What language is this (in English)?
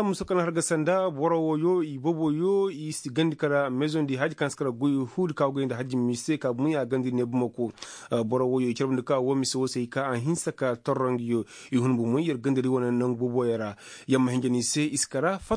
Koyraboro Senni